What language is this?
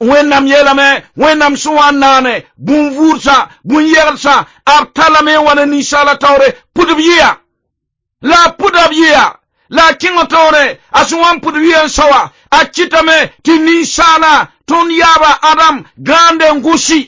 Mossi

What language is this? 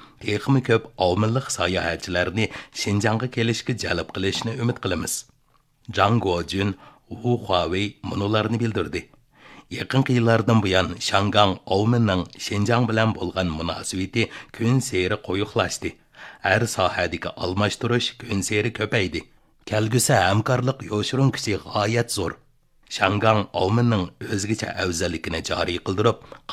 Uyghur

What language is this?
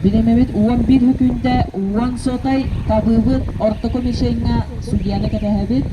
Yakut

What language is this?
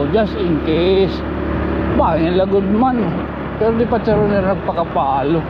Waray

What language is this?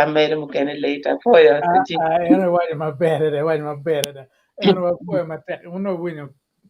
Acoli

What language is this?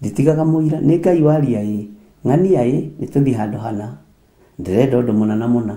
Kikuyu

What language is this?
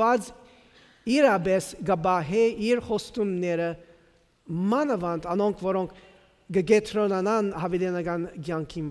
Western Armenian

